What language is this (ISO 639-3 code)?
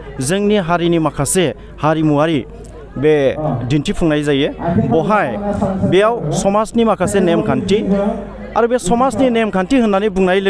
brx